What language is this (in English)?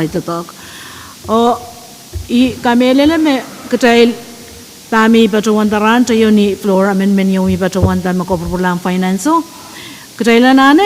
Pohnpeian